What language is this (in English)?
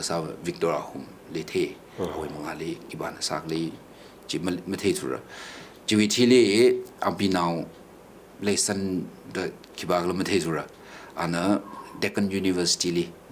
Tangkhul Naga (India)